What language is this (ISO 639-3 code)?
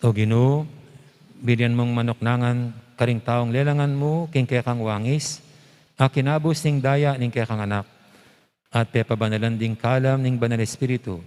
pam